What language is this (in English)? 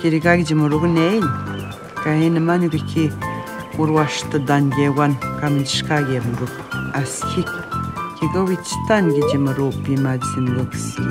Atikamekw